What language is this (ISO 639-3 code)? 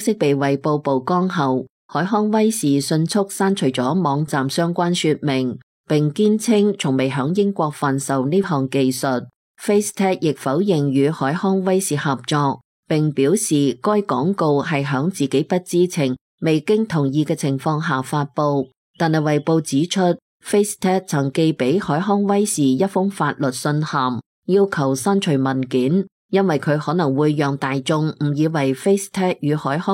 yue